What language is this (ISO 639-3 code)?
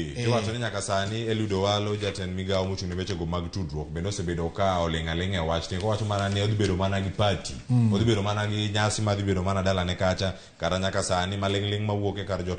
luo